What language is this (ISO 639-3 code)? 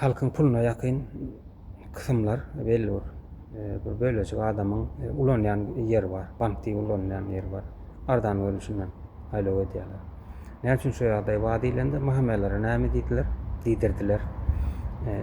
tuk